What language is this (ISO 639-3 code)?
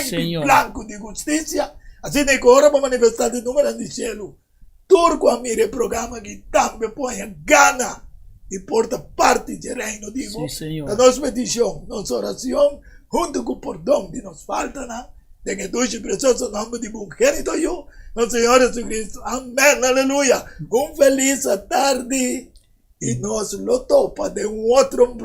pap